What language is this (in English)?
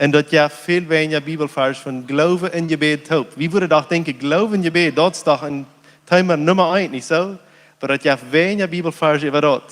Plautdietsch